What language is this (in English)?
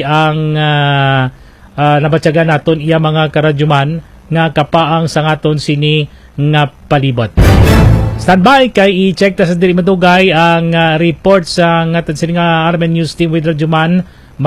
Hiligaynon